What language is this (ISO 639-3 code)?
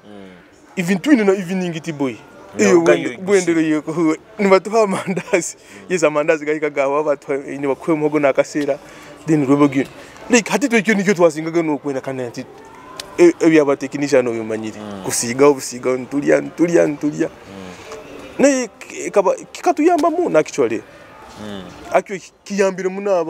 nyo